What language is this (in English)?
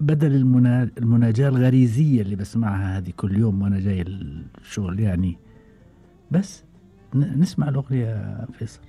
Gulf Arabic